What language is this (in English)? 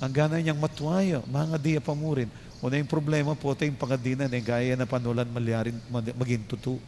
Pampanga